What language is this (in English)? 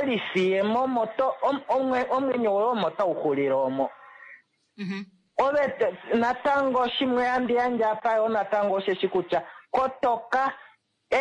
Kuanyama